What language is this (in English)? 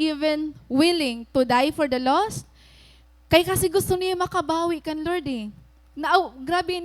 Waray